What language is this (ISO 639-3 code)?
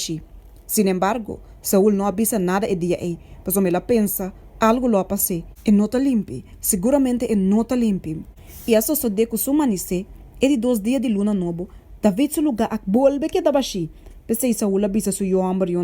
pap